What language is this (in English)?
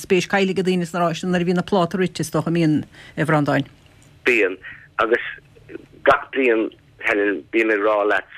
Irish